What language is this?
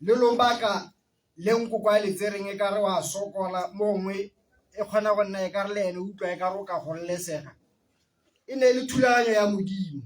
Tswana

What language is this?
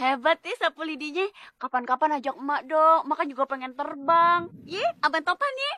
Betawi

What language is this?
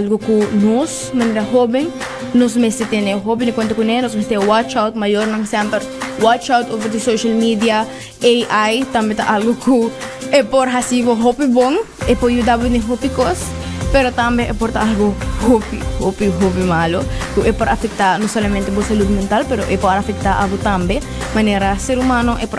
Papiamento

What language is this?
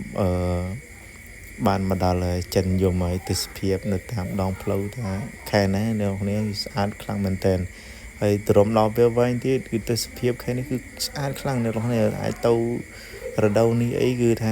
Khmer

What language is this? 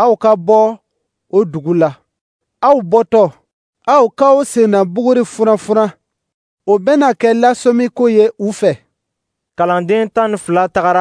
Dyula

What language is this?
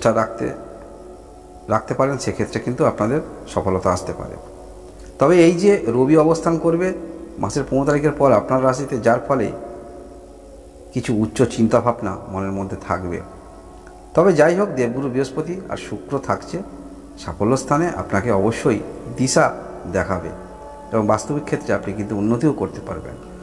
Bangla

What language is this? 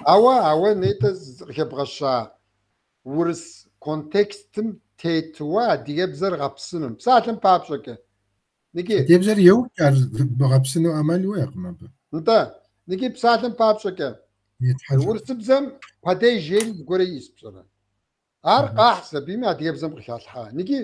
Kabardian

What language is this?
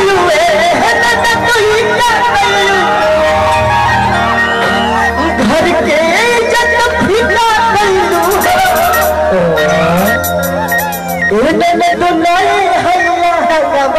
Bhojpuri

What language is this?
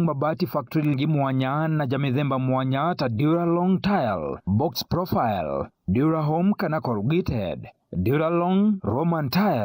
Meru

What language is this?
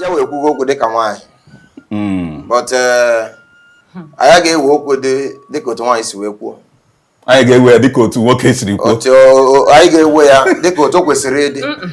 Igbo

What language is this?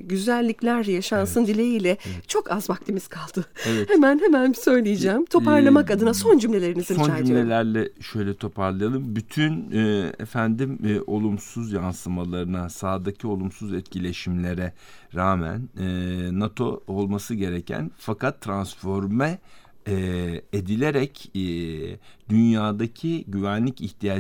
Turkish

